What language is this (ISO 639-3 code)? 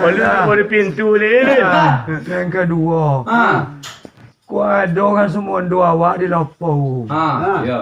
min